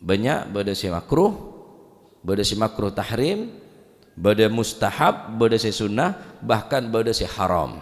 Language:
Madurese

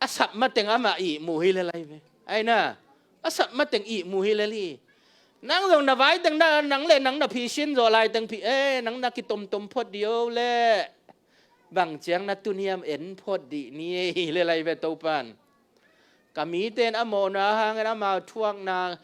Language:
Tedim Chin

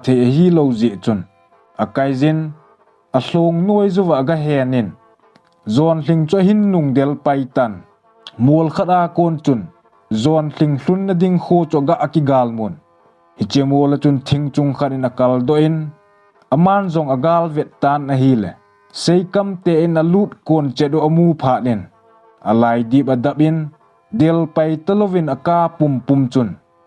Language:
Thado Chin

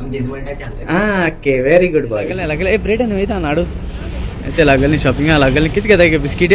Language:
Konkani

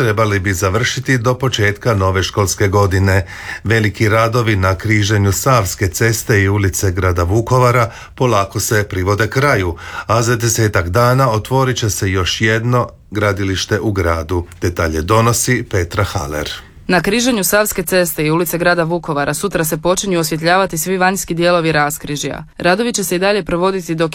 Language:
Croatian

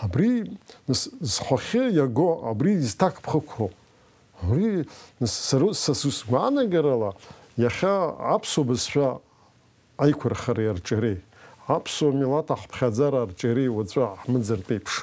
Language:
Abkhazian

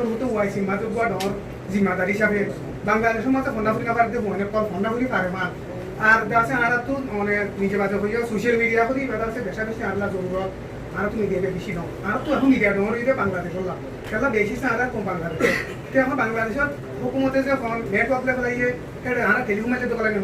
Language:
Rohingya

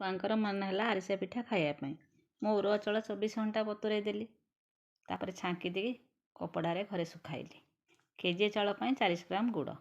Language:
Odia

